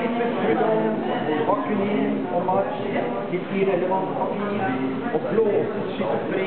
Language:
Norwegian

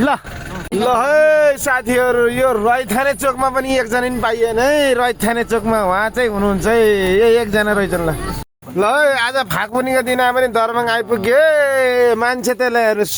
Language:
Nepali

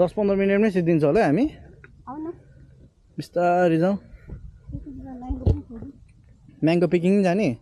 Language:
Nepali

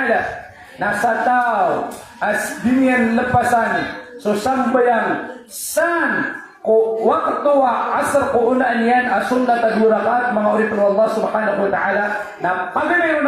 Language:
Maranao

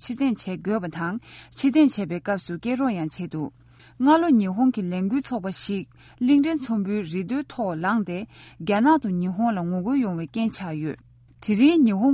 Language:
Tibetan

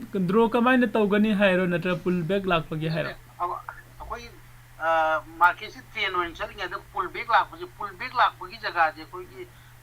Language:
Manipuri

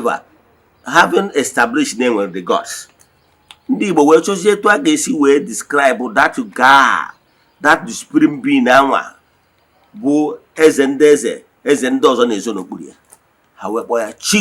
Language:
Igbo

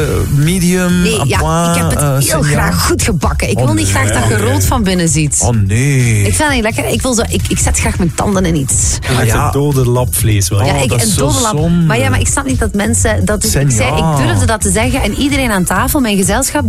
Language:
Dutch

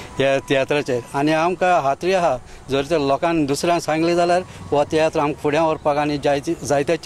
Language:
Konkani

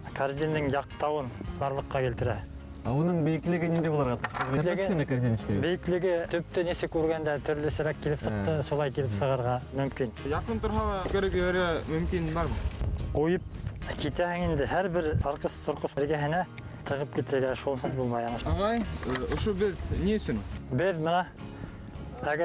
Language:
Bashkir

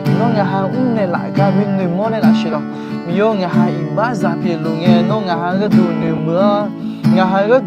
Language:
Akha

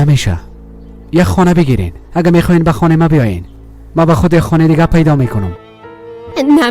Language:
Persian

